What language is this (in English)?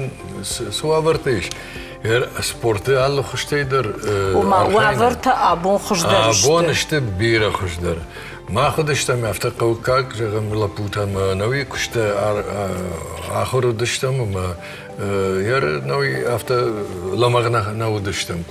Ossetic